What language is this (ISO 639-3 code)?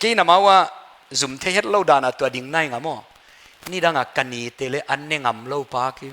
pck